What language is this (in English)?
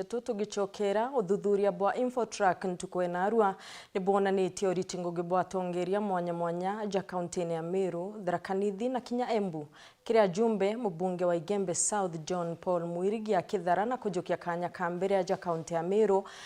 Meru